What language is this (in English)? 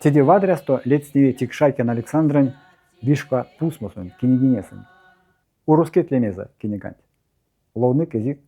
Erzya